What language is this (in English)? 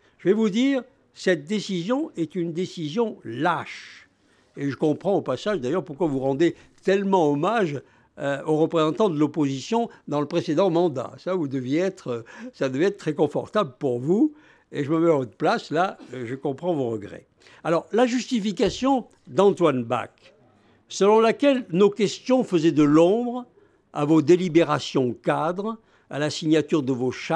French